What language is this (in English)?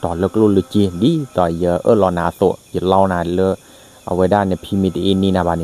S'gaw Karen